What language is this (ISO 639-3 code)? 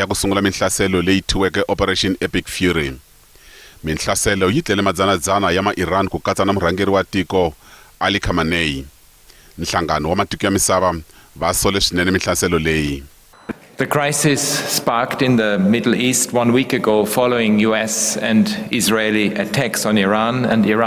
tso